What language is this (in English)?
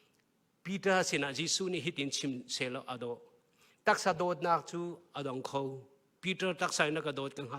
Hakha Chin